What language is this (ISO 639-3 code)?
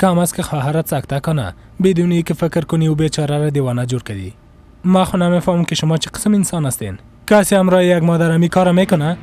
fas